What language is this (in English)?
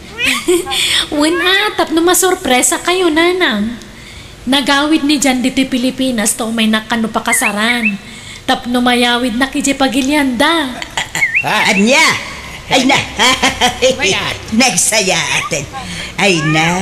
Iloko